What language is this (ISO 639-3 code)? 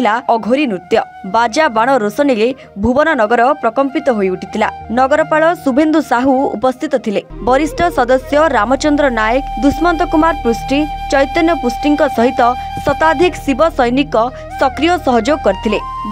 ori